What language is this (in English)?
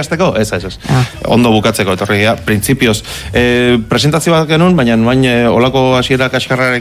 Basque